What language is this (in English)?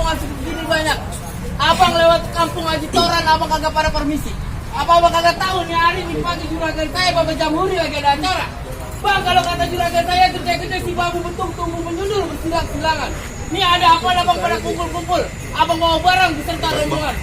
Betawi